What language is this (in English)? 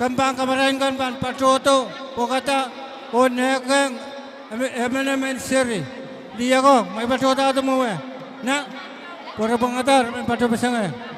Pohnpeian